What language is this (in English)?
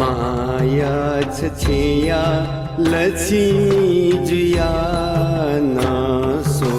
Newari